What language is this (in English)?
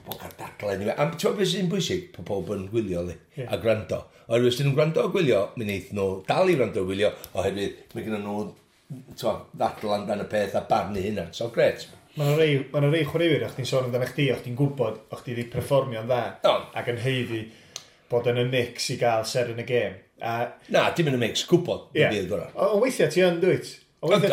Welsh